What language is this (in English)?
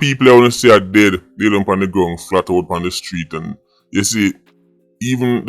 Jamaican Creole English